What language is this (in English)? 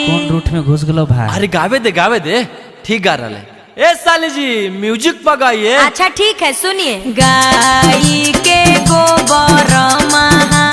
Magahi